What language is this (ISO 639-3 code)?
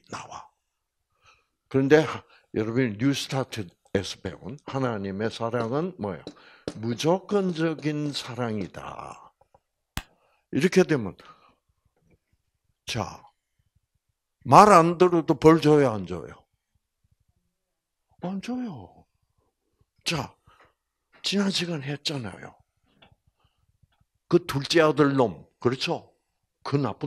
kor